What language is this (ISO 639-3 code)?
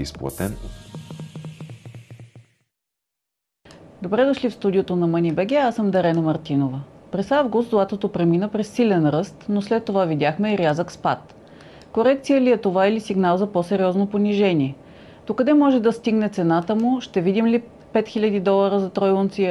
bul